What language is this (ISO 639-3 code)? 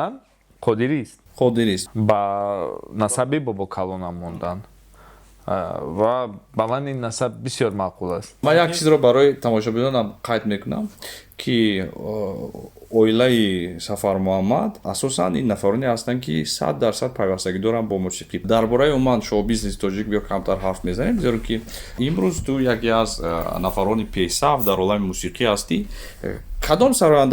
tgk